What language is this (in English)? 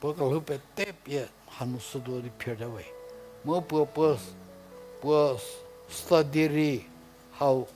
Angami Naga